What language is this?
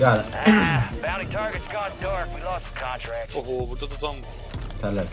South Azerbaijani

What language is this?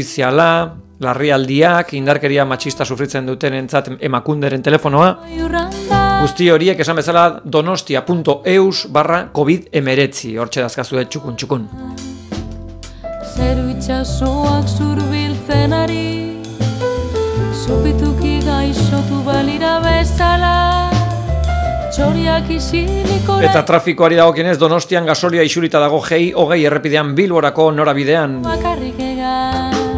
Basque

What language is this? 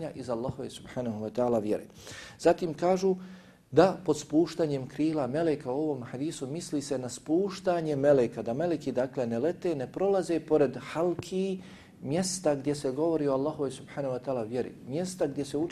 Bosnian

